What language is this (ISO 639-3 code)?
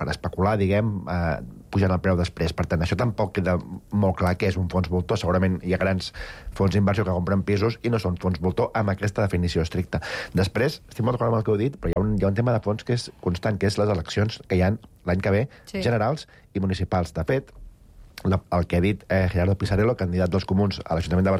cat